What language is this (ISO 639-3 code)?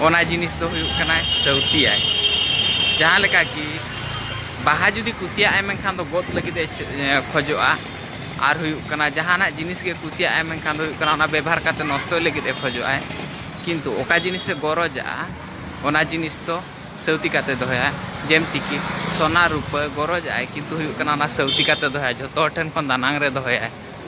sat